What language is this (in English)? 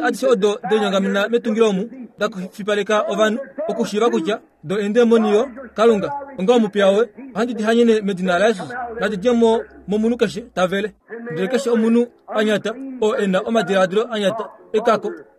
Kuanyama